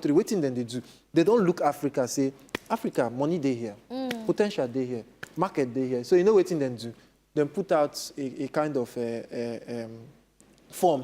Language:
Nigerian Pidgin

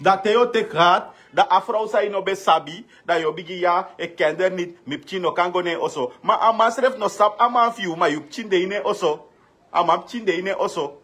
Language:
Sranan Tongo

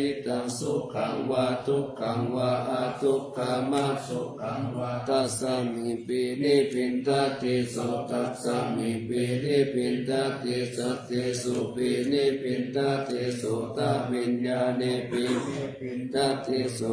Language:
Pali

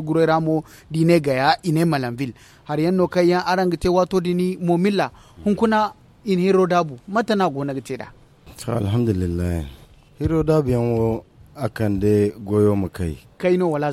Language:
Zarma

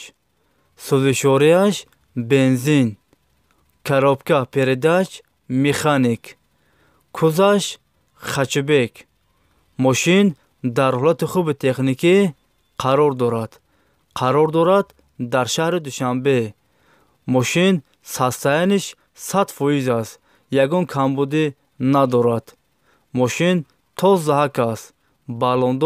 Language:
Tajik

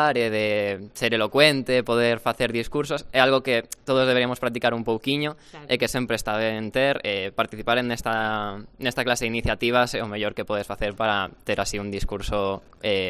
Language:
Galician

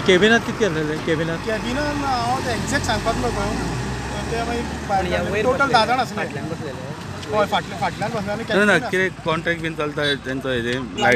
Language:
Konkani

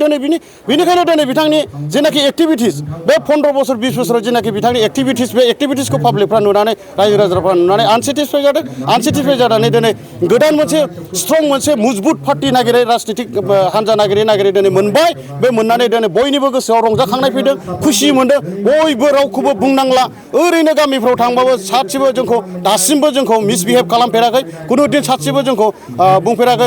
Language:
Bodo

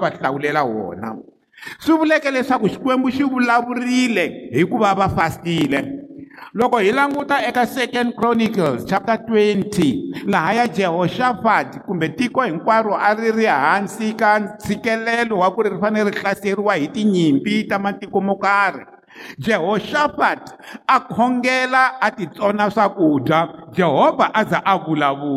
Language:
Tsonga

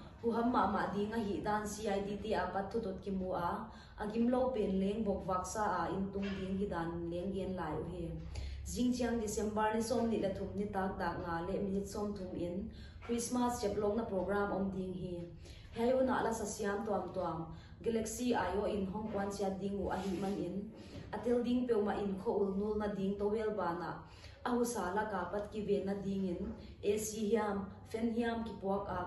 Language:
Paite Chin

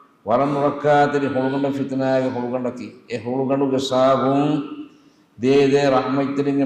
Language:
Divehi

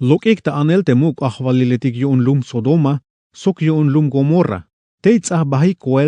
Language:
Tzeltal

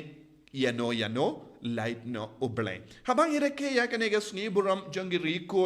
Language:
Khasi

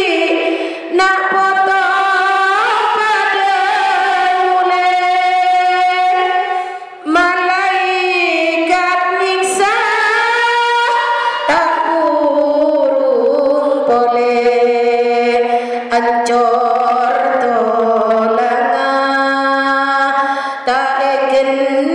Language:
Madurese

